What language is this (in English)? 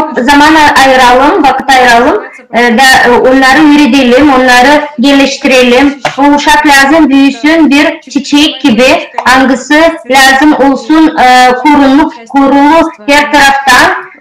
Gagauz